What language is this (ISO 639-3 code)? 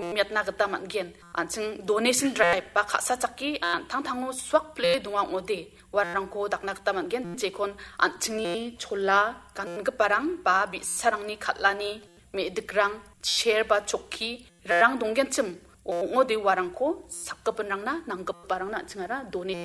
grt